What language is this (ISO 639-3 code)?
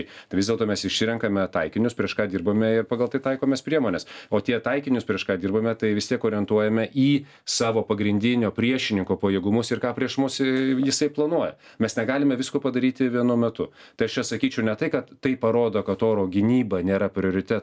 lit